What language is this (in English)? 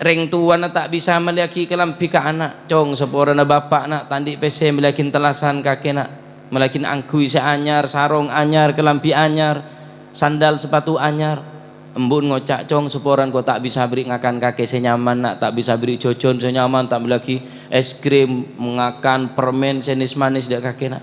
Madurese